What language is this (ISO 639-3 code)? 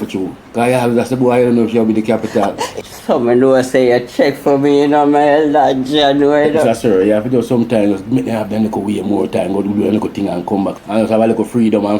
jam